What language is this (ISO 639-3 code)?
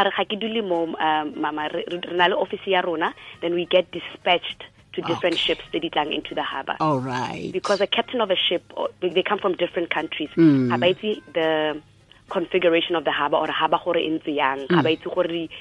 tsn